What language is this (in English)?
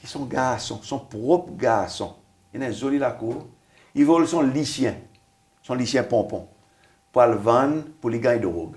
Seselwa Creole French